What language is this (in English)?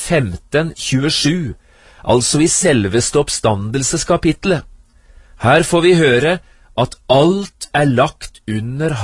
Norwegian